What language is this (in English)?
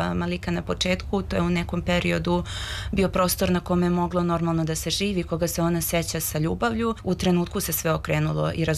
Serbian